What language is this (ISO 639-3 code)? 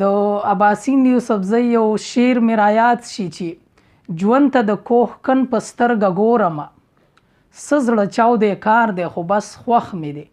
pus